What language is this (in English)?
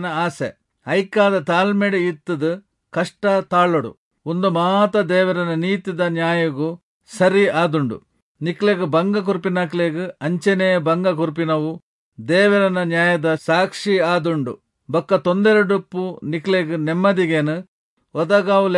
Tulu